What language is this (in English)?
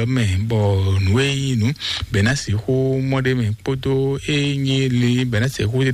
Fon